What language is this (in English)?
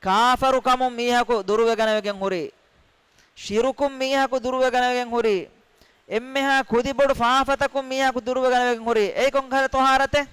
Divehi